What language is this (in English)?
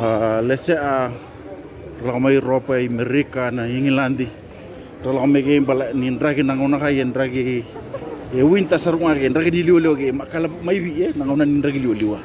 Fijian